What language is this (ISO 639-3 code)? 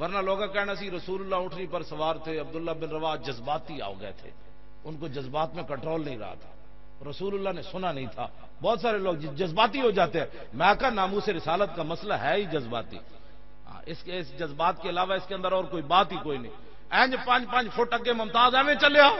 lah